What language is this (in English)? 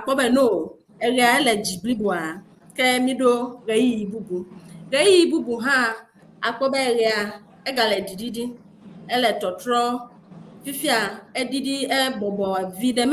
Ewe